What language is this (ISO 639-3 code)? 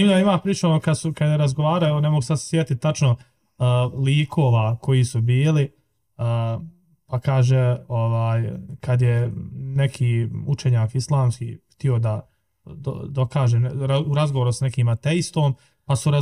bos